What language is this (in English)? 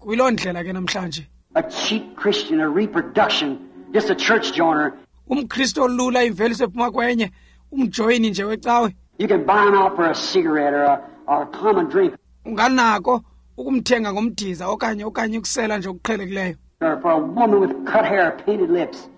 Xhosa